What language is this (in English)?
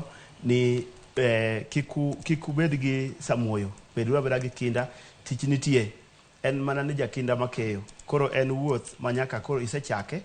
Luo (Kenya and Tanzania)